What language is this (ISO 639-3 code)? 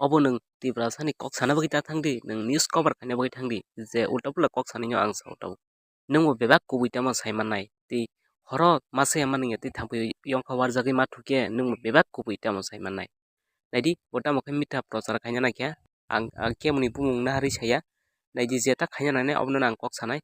trp